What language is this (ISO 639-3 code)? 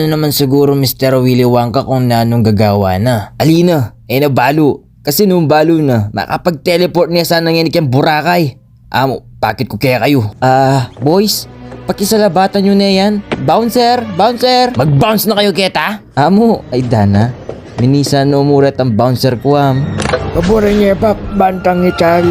pam